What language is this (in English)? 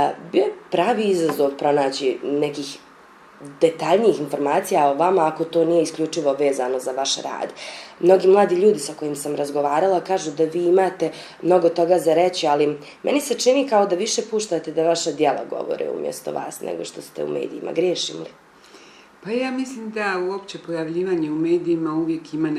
Bosnian